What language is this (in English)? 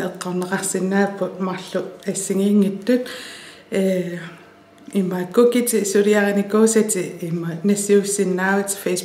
Kalaallisut